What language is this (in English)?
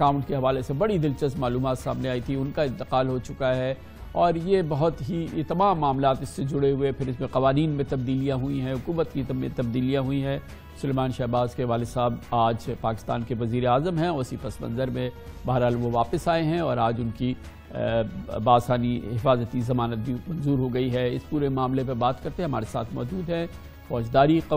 Urdu